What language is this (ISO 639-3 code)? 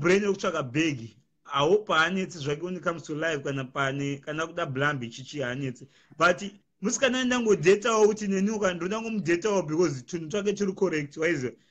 sna